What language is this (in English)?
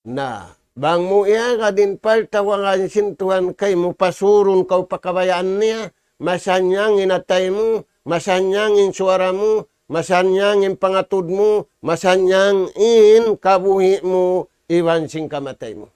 Tausug